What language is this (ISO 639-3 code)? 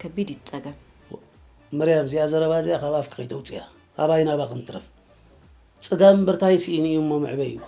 tir